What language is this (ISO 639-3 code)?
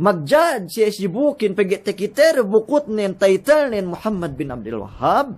yka